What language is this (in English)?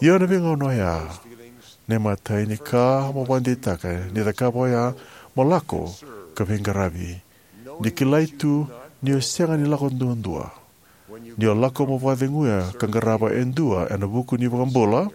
Fijian